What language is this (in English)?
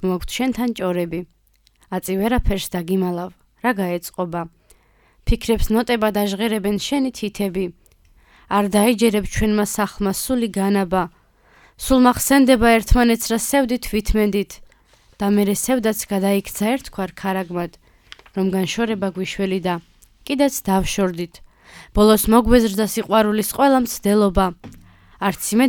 Georgian